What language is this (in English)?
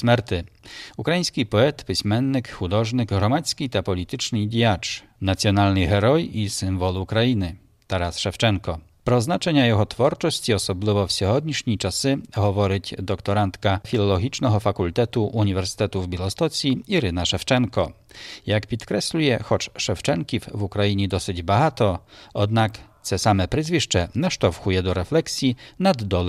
Ukrainian